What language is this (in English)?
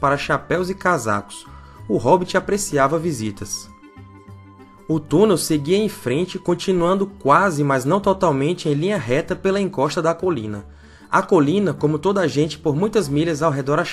Portuguese